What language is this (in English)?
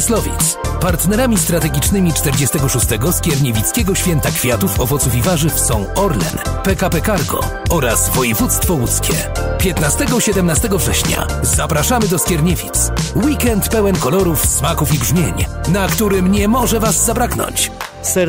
Polish